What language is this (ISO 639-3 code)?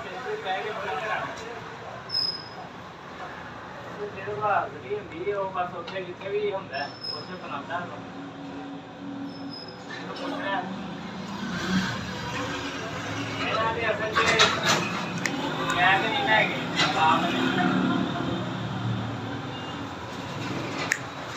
pan